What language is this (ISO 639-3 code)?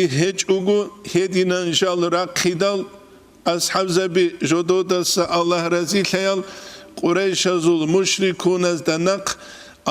ava